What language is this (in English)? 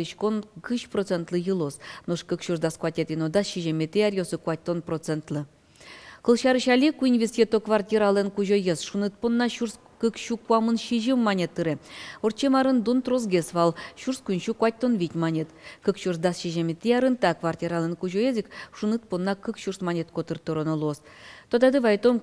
Udmurt